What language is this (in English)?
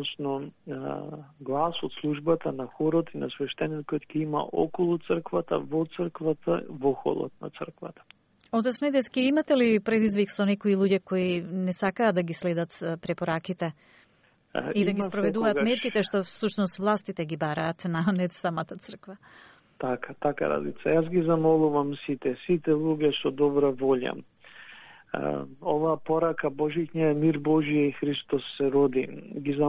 Macedonian